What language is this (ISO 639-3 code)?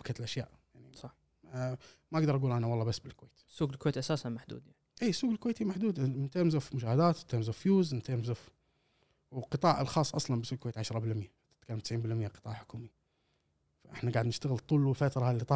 afb